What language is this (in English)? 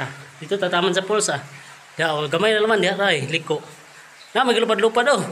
Cebuano